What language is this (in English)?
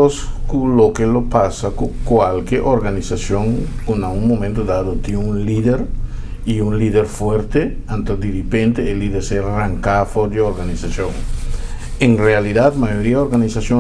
Papiamento